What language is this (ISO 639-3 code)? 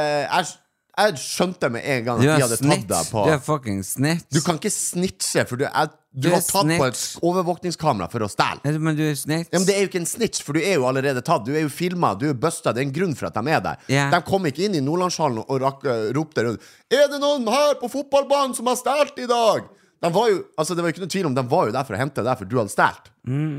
nor